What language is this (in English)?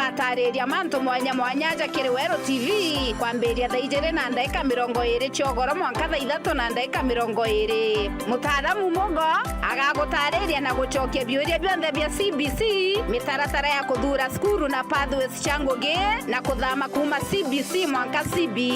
Meru